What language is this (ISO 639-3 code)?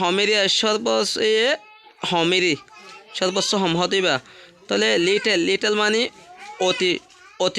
rhg